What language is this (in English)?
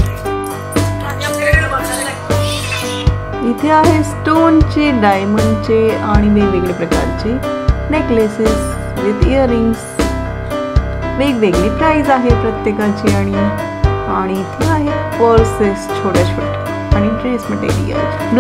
Marathi